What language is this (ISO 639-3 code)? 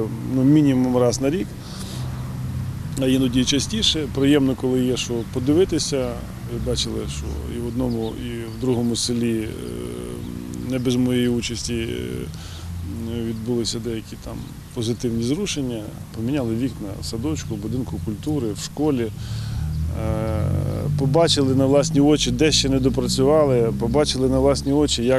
ukr